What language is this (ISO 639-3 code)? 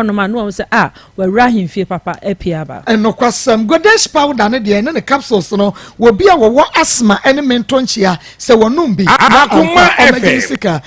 aka